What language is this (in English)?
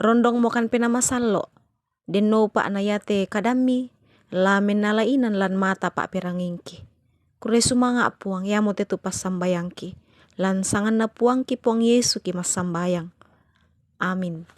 Toraja-Sa'dan